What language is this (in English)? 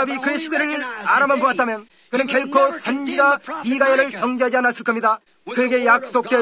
Korean